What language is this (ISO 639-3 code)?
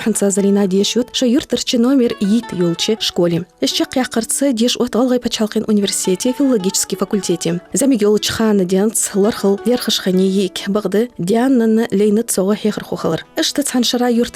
inh